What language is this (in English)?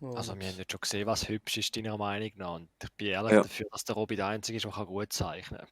Swiss German